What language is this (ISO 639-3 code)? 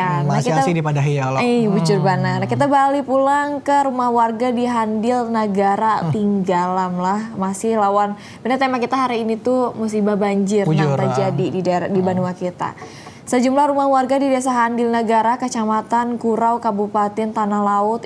bjn